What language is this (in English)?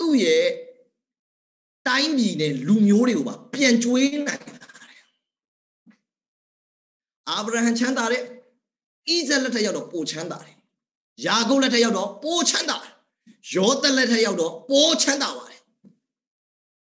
Burmese